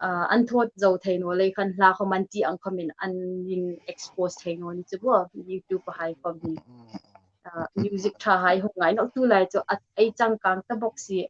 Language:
Hmar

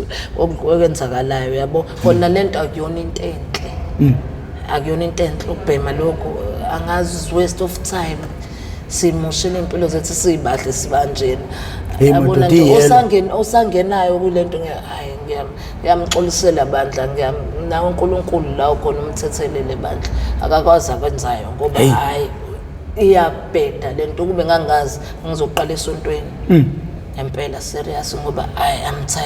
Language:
Zulu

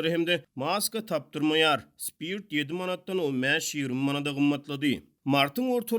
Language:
Turkmen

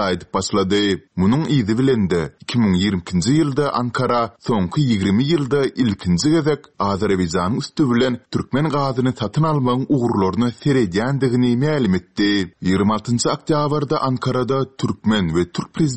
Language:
Turkmen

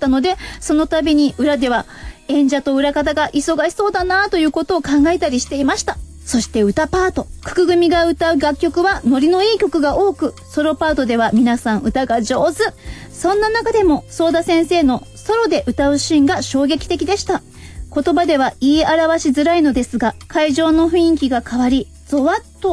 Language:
Japanese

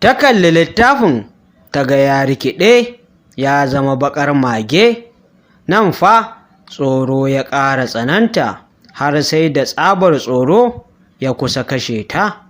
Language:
Hausa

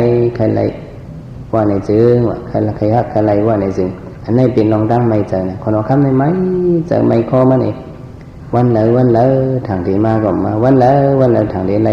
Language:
Shan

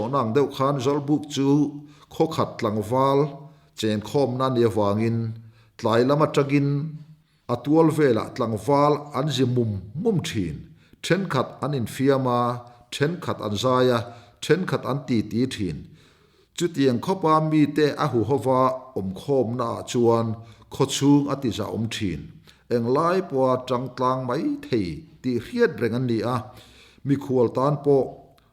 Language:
Mizo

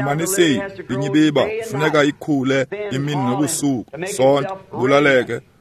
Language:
Xhosa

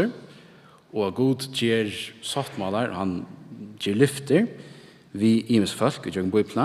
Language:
Faroese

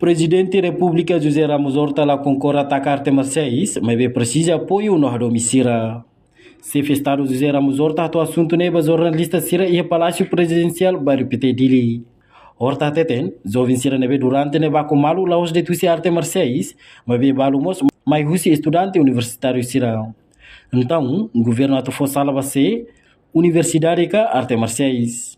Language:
Tetum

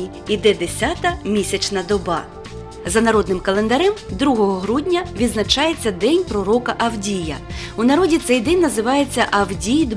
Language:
Ukrainian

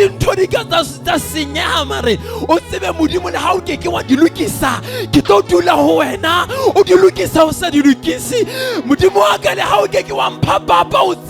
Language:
Southern Sotho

